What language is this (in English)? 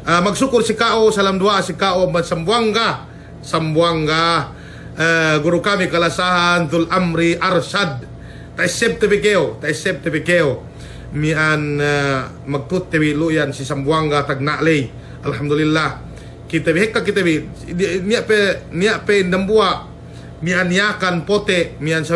Yakan